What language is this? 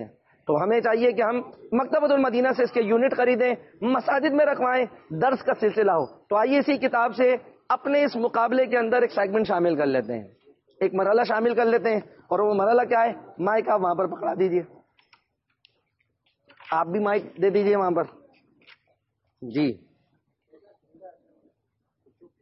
Urdu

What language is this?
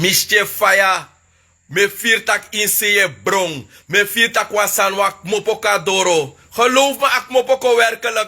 Sranan Tongo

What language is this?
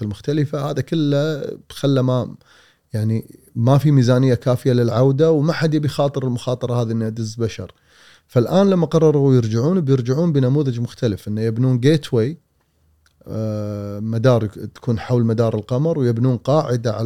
Gulf Arabic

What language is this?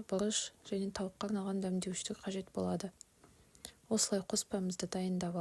Kazakh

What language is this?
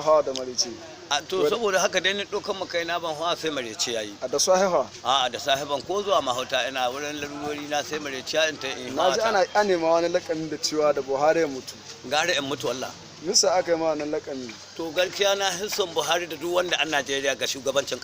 Hausa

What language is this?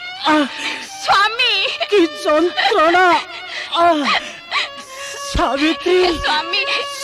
Odia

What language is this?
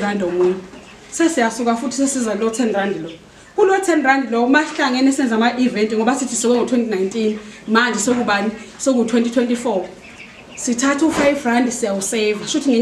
Zulu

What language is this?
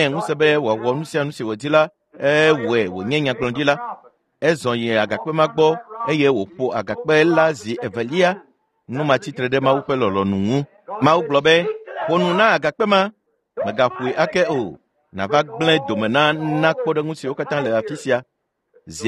Ewe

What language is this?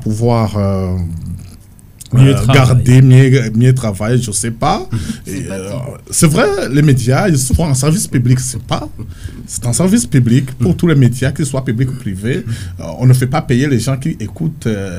French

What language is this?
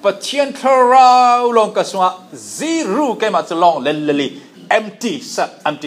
Falam Chin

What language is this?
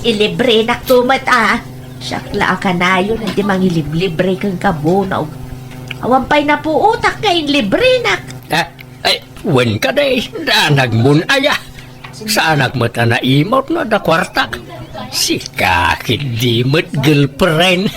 Iloko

